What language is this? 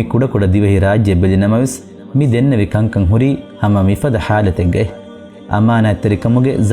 Divehi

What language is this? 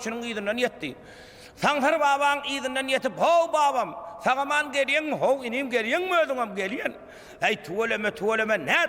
Turkmen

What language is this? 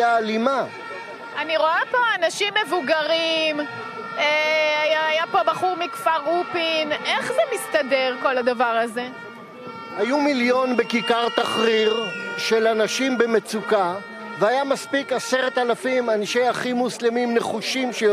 Hebrew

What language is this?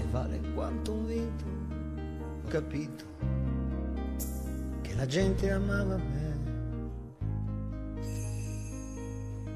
Italian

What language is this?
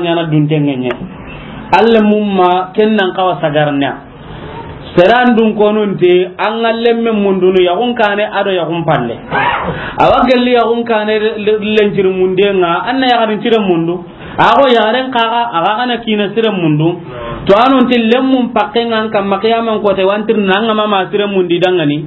Soninke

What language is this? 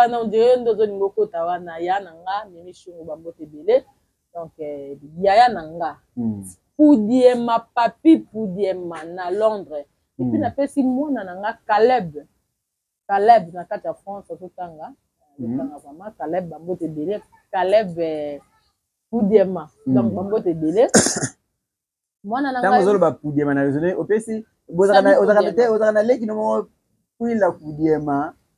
Lingala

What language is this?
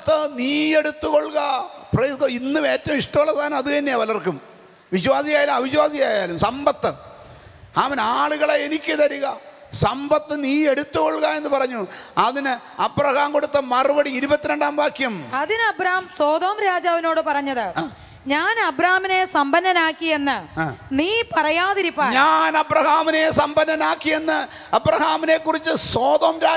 Malayalam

